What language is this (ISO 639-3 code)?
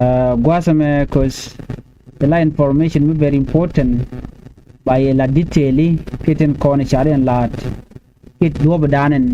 nus